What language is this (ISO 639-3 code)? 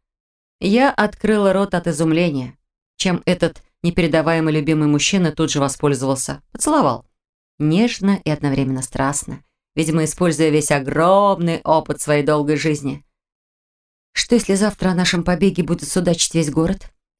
rus